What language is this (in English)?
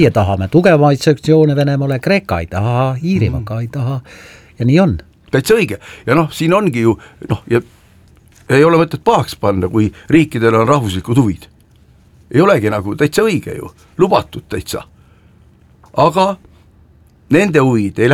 Estonian